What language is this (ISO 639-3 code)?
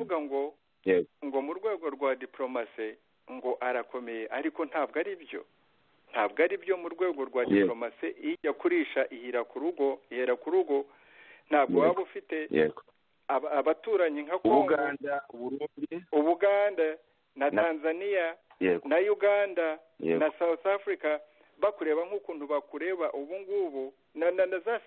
kin